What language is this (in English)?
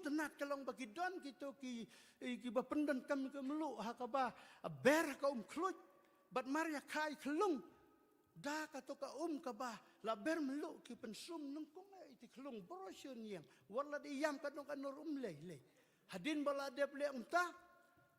Khasi